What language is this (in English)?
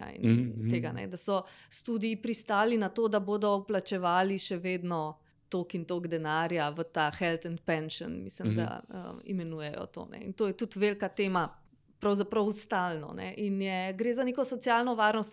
Slovenian